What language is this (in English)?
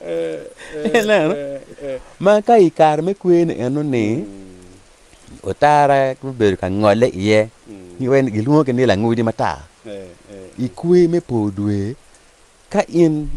Acoli